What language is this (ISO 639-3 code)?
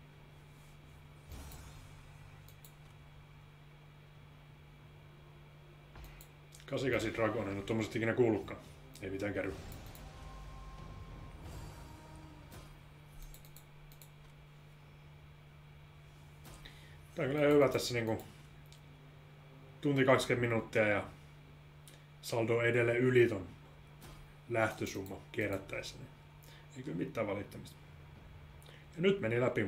fin